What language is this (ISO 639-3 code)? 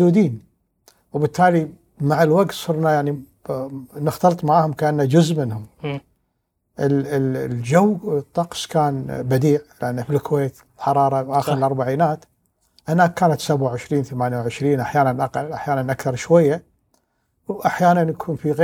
afb